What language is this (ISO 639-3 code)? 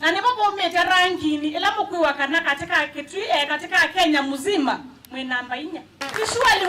kam